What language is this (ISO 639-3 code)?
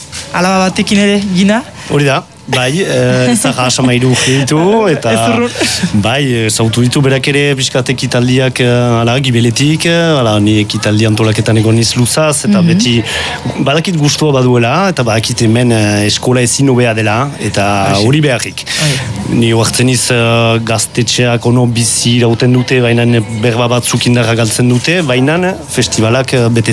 eus